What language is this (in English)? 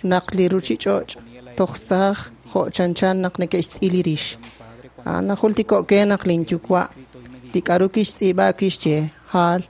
Kekchí